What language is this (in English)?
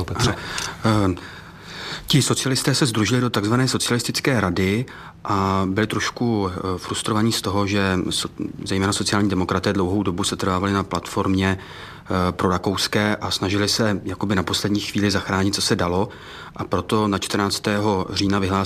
Czech